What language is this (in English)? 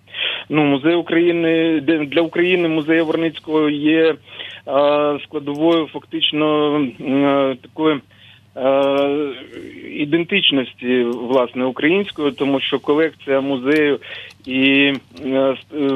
Ukrainian